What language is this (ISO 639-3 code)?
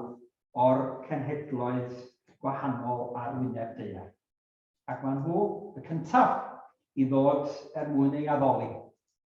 cym